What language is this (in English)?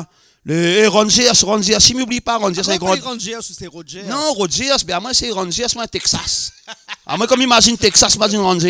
Réunion Creole French